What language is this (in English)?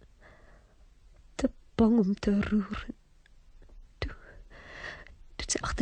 Afrikaans